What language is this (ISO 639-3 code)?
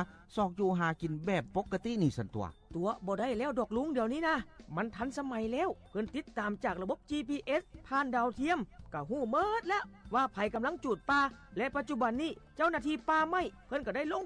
lao